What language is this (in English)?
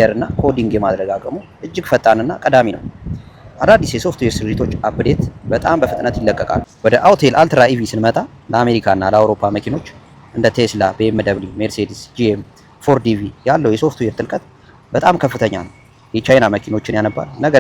Amharic